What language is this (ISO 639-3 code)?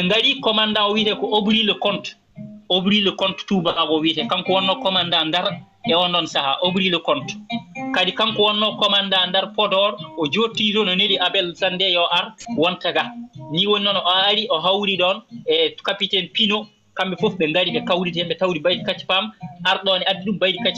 ful